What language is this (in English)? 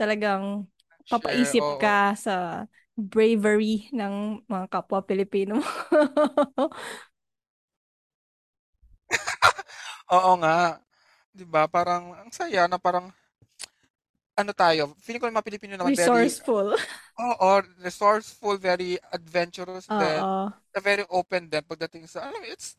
Filipino